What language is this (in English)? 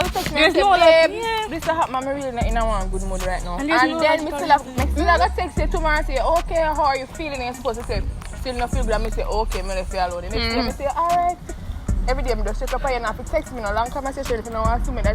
Jamaican Creole English